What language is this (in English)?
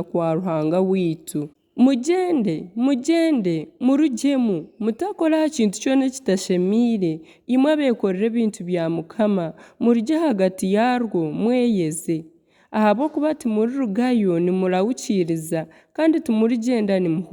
Nyankole